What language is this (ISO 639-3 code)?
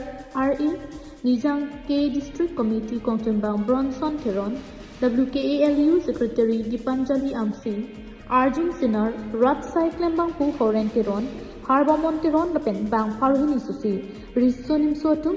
mjw